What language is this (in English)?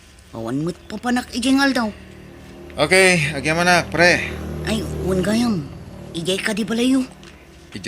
Iloko